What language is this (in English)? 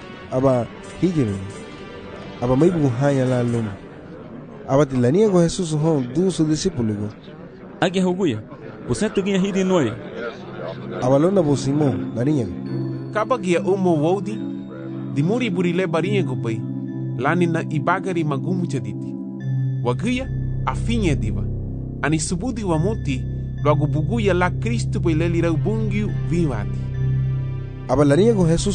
Garifuna